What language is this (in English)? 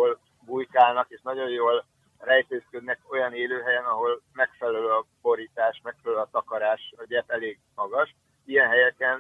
Hungarian